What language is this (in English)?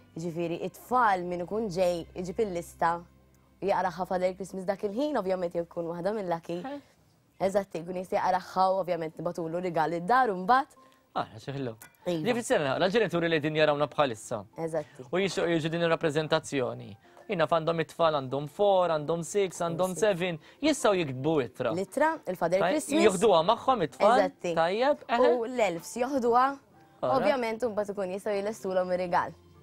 Maltese